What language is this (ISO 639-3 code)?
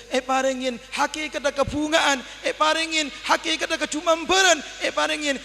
mad